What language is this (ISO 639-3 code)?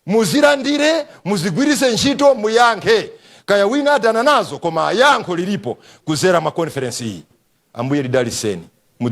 nya